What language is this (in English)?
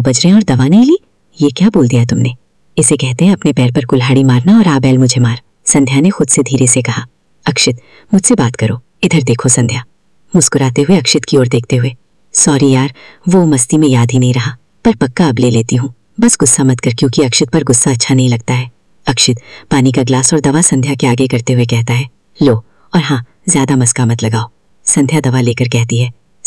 Hindi